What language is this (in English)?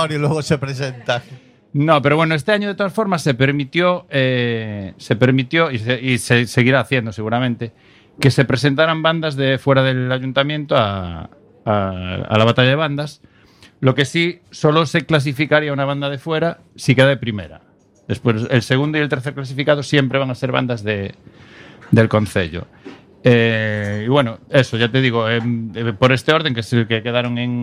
Spanish